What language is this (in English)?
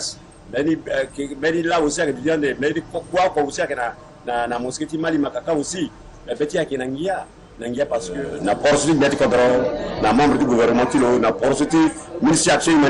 Sango